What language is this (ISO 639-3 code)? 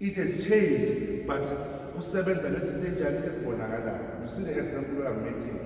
zul